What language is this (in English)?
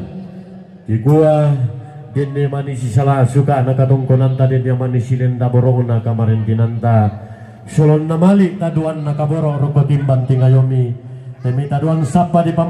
Toraja-Sa'dan